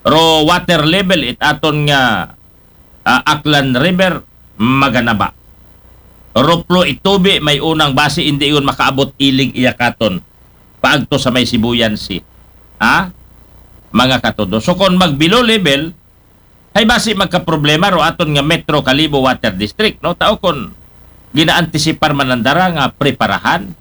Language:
Aklanon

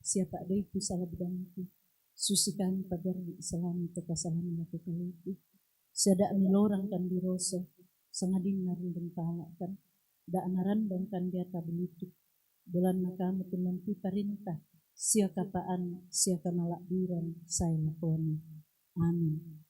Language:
Toraja-Sa'dan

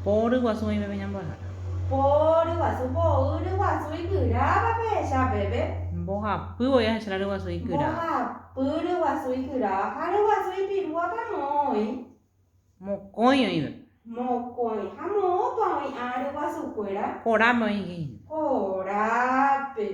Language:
Guarani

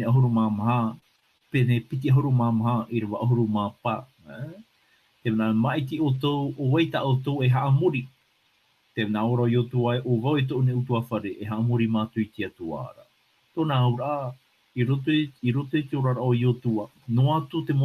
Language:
Tahitian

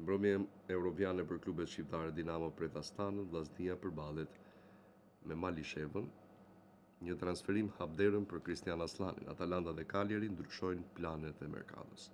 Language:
Albanian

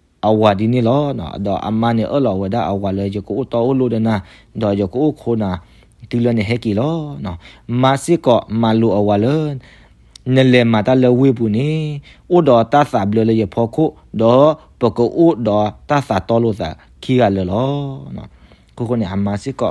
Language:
S'gaw Karen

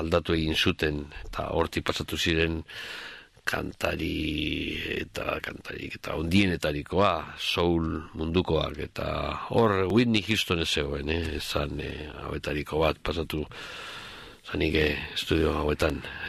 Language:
Basque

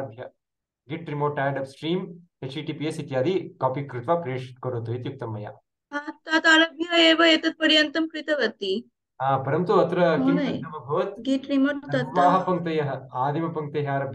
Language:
Sanskrit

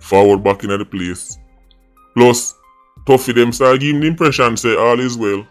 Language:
Jamaican Creole English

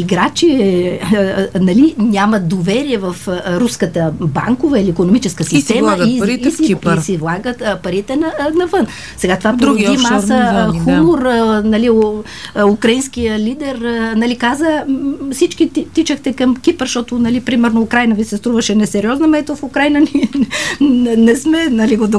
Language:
Bulgarian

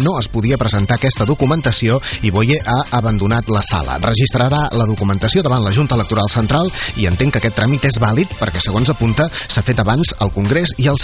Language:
Catalan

